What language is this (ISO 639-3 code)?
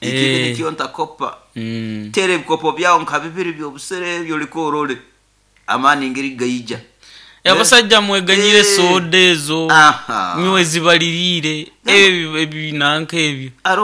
nyo